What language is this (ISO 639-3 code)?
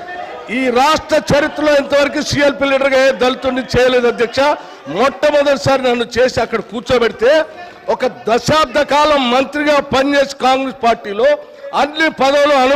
tel